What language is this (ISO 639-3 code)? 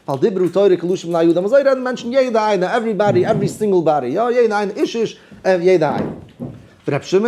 yid